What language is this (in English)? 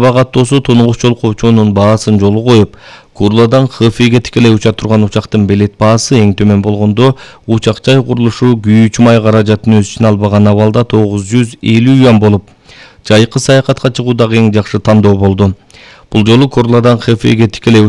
Kyrgyz